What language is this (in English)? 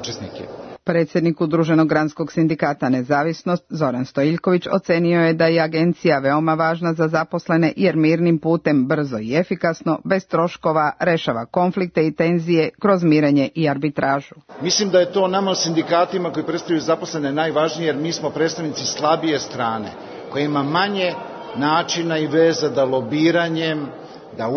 Serbian